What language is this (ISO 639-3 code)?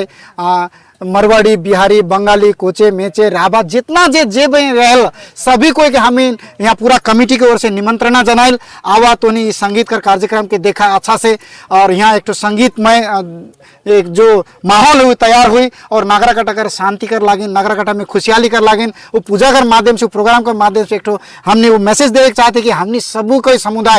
sck